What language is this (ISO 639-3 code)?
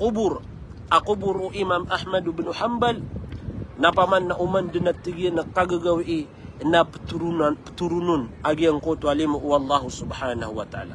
mrw